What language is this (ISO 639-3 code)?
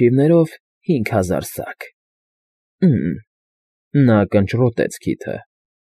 hye